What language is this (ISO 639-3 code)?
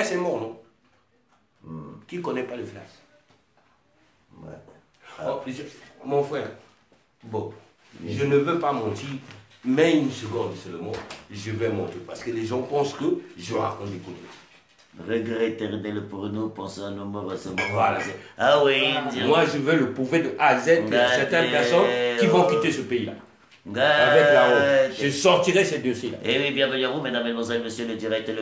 fra